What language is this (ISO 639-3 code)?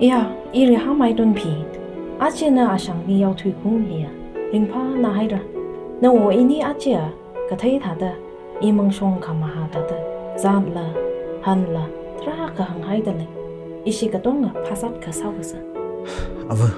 nmf